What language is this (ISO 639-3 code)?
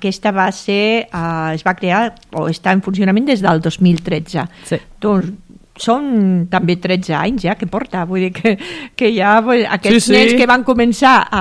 cat